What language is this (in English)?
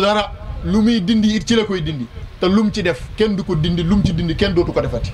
Wolof